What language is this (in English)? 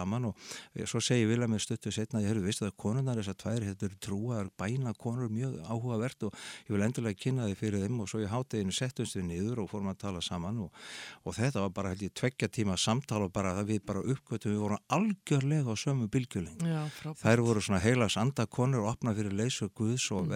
Icelandic